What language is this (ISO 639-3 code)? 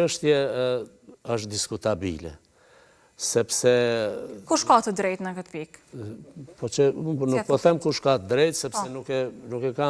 sqi